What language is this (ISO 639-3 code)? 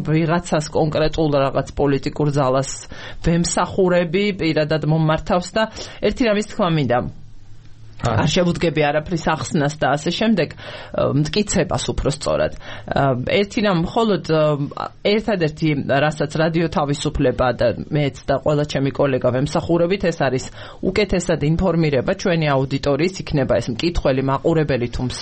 kat